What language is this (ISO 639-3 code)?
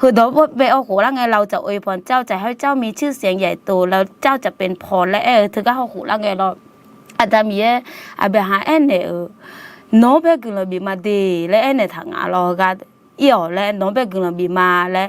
ahk